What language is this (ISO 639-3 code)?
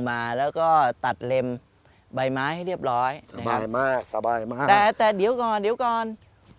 tha